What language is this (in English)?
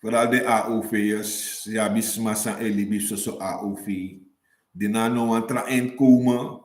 Sranan Tongo